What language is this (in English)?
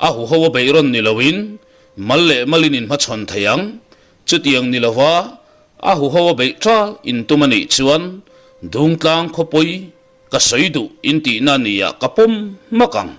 Mizo